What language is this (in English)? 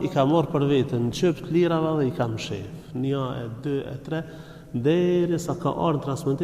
Albanian